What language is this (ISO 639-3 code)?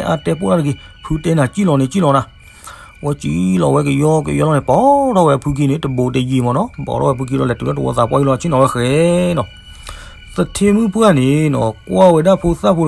ksw